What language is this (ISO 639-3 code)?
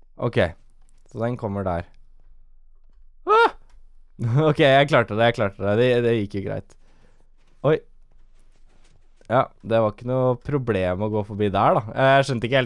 nor